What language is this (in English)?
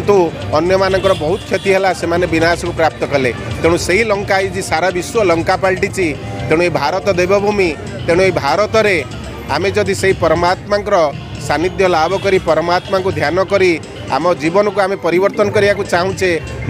Odia